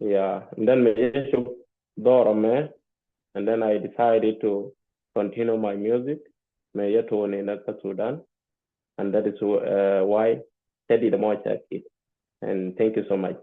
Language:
Nuer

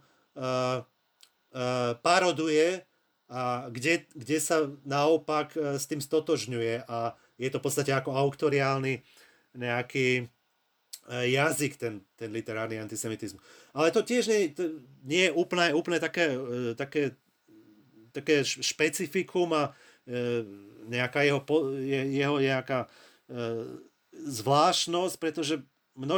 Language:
Slovak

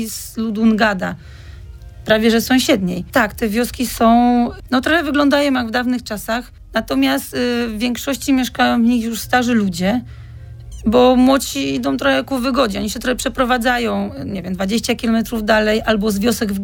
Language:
Polish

